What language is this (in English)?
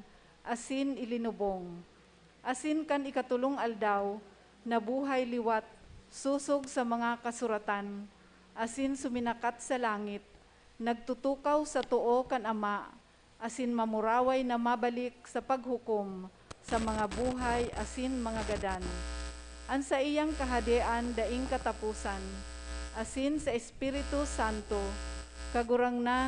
Bikol